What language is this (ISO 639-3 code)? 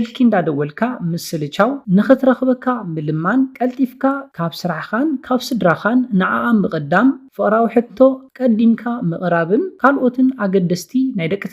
tir